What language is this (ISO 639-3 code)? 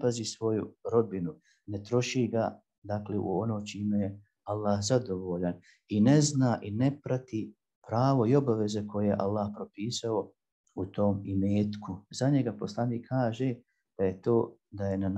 bos